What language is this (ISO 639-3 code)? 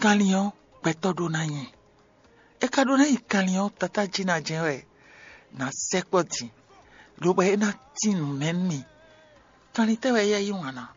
fon